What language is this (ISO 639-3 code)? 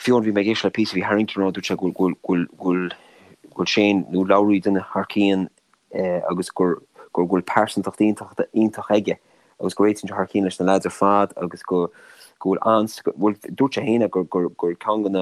gle